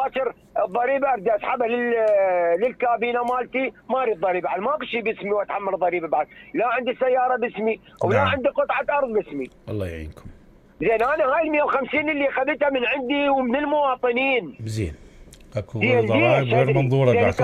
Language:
Mesopotamian Arabic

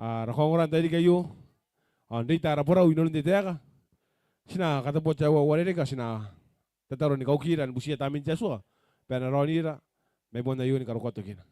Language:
Gilbertese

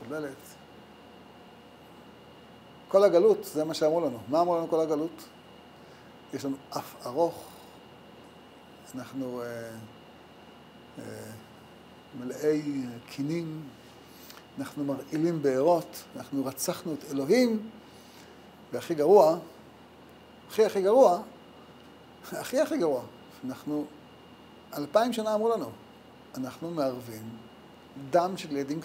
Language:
Hebrew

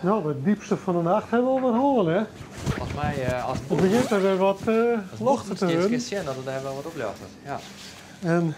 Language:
Western Frisian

